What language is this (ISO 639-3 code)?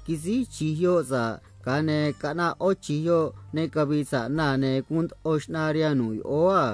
trc